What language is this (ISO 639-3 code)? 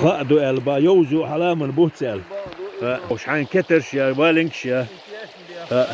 che